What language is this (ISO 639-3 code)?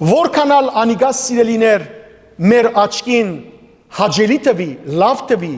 hyw